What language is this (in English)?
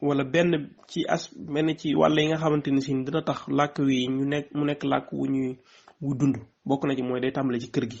Wolof